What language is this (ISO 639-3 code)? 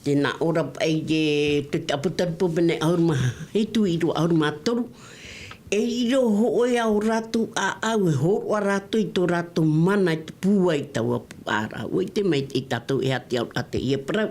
tah